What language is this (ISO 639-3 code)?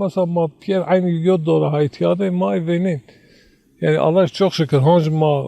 zza